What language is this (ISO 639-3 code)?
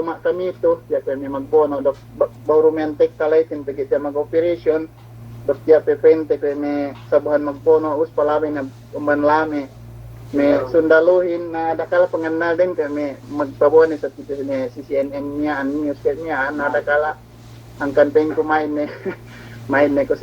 yka